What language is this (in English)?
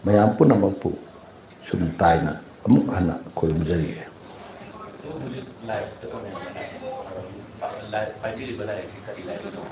Manipuri